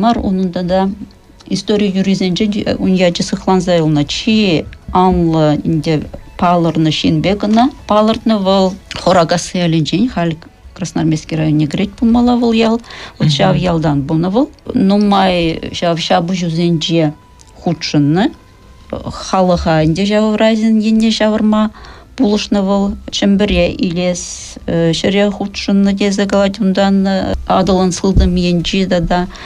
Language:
Chuvash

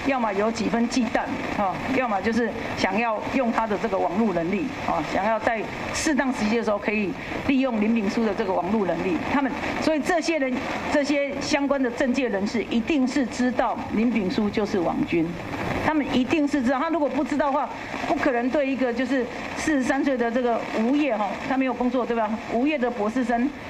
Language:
Chinese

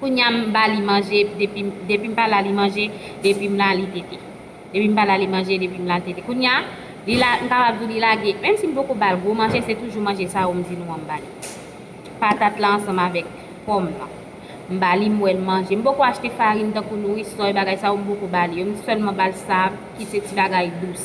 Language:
Haitian Creole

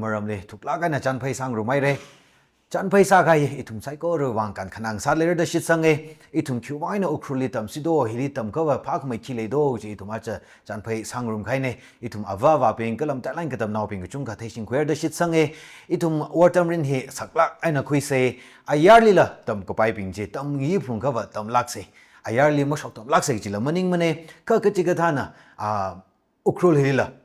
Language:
Tangkhul Naga (India)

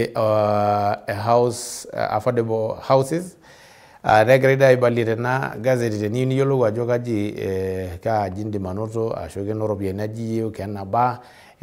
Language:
Masai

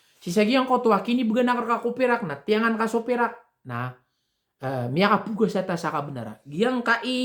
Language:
Maranao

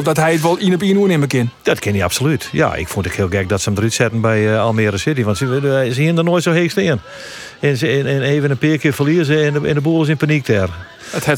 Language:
Western Frisian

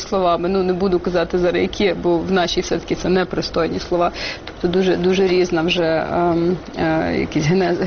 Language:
Ukrainian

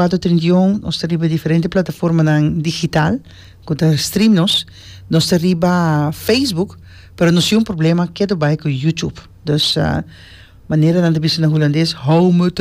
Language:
Papiamento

